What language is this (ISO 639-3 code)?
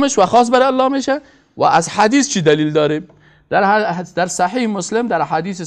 fas